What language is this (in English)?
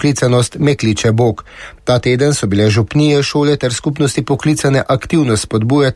Slovenian